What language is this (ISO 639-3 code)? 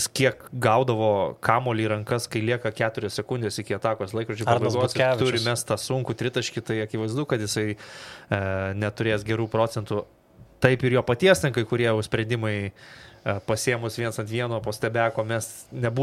lit